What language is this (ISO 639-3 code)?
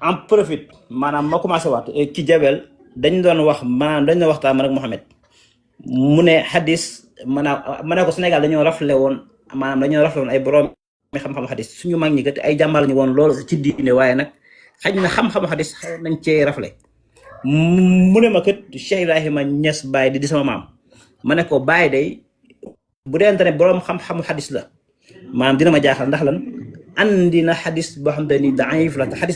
wol